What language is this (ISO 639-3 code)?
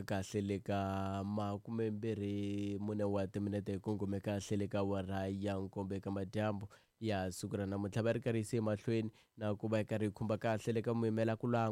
tso